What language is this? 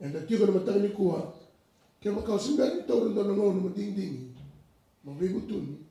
Fijian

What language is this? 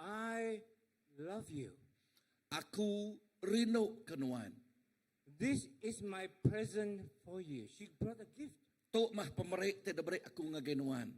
Iban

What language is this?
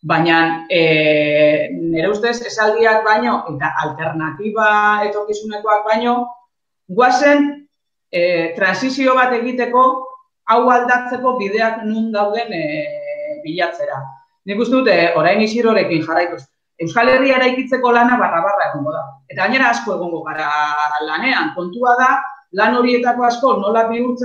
Basque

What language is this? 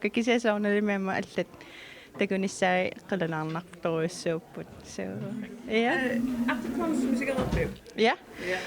Kalaallisut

